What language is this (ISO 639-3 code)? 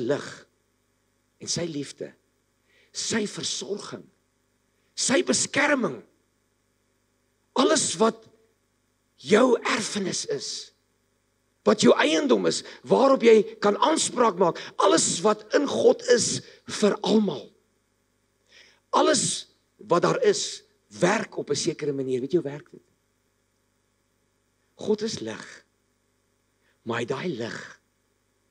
afr